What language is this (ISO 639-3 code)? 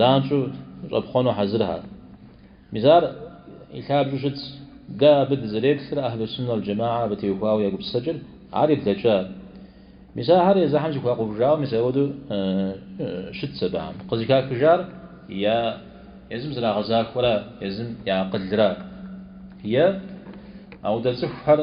kbd